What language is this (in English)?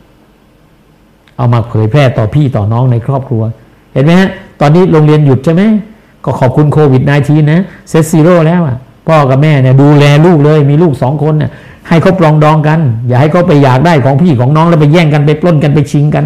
Thai